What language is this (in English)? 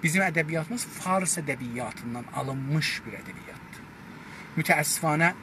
South Azerbaijani